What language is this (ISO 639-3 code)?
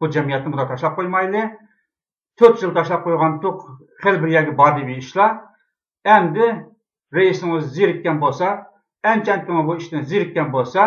uig